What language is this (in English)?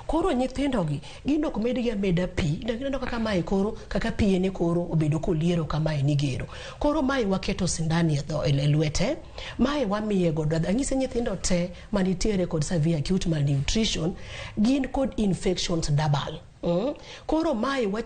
Luo (Kenya and Tanzania)